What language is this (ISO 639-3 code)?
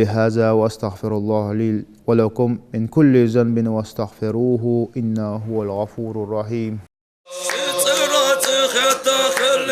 inh